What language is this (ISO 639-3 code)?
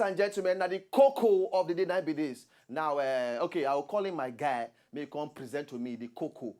pcm